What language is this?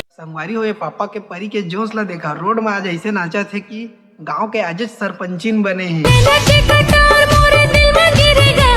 Chhattisgarhi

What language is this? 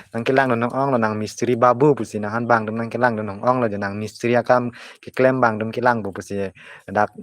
Karbi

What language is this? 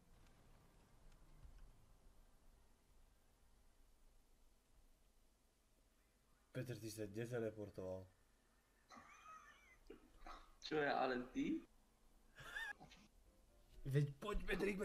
Slovak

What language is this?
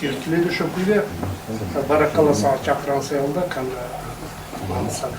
Kumyk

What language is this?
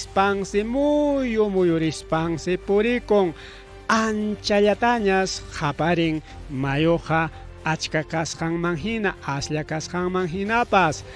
Ayacucho Quechua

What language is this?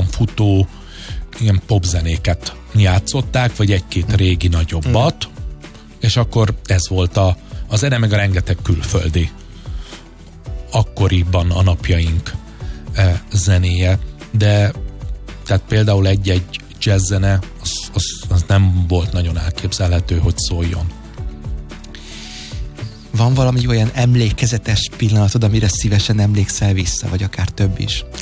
Hungarian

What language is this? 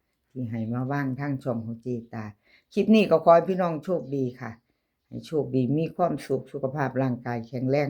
Northeastern Thai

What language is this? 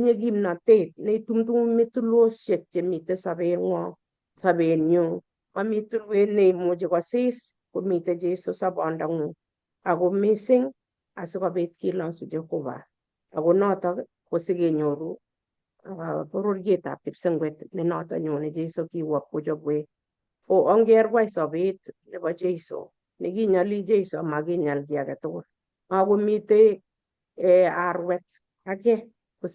Kalenjin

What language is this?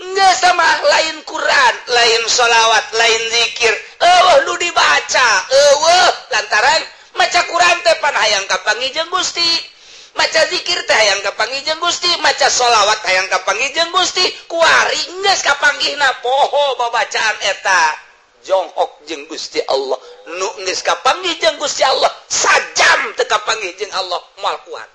Sundanese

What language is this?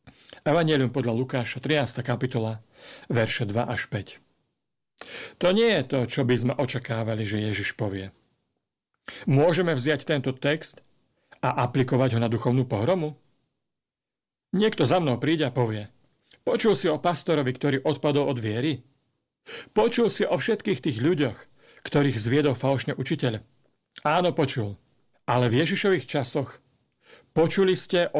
Slovak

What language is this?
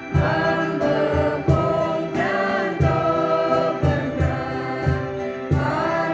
Central Mnong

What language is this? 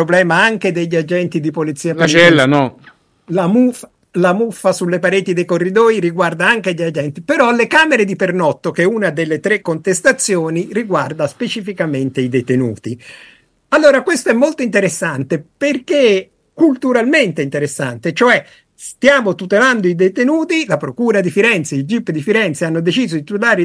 Italian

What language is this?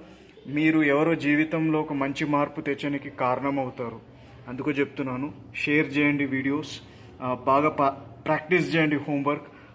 Telugu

